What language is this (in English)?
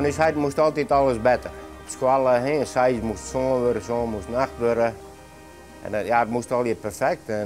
Western Frisian